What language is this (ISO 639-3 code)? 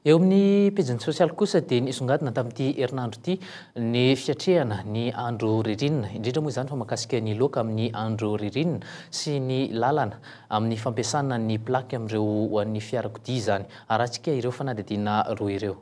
mlg